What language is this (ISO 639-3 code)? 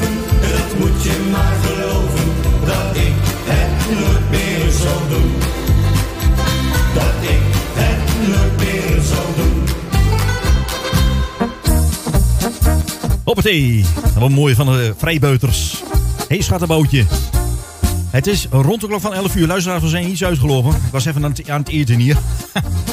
nld